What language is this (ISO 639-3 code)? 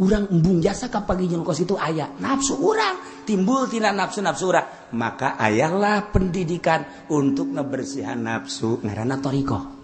sun